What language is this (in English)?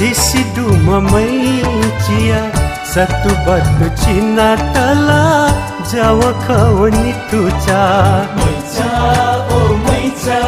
Newari